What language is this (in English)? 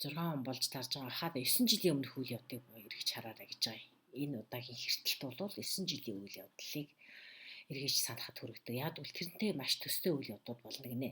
Mongolian